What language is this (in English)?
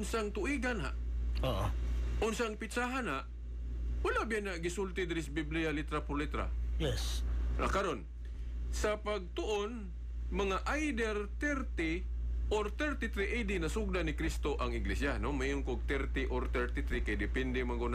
Cebuano